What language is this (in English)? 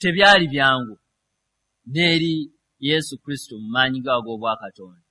Ganda